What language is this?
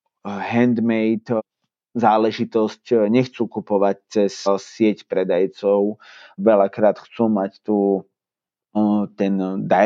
Slovak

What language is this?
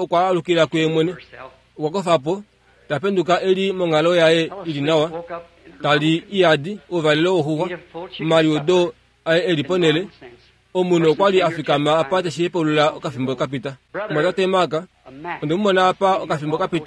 Kuanyama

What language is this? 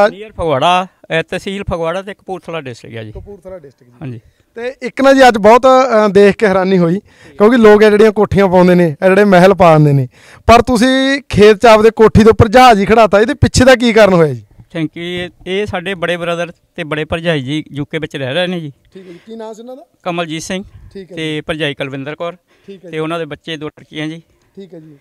Punjabi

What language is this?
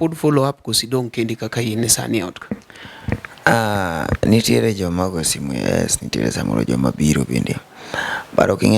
Luo (Kenya and Tanzania)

